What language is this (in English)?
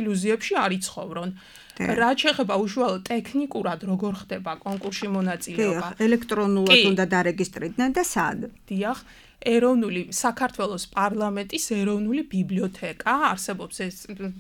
Georgian